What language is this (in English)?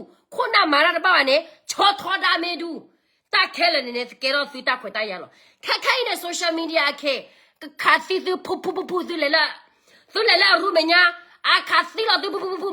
S'gaw Karen